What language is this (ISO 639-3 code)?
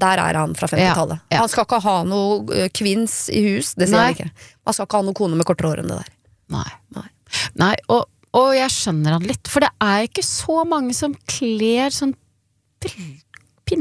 nor